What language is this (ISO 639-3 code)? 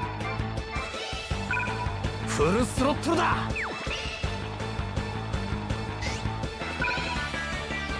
jpn